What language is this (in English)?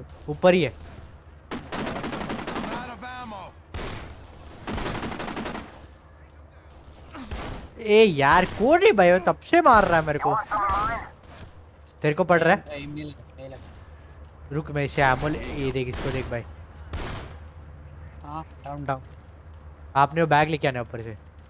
Hindi